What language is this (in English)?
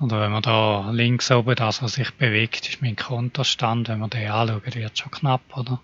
Swiss German